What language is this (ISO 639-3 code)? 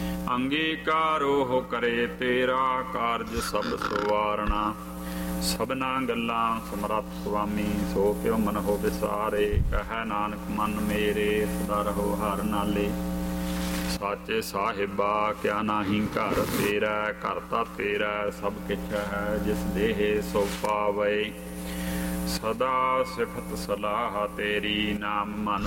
pan